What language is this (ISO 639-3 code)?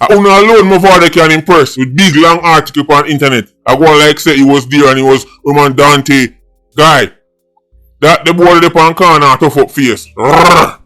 jam